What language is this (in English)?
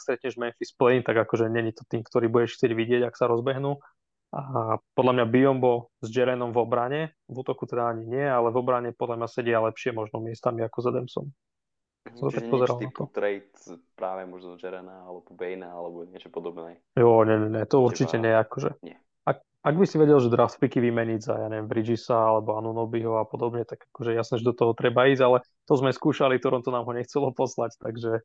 Slovak